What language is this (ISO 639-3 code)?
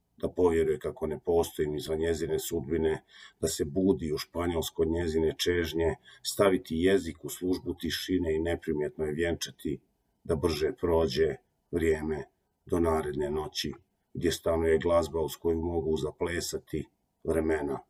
hrv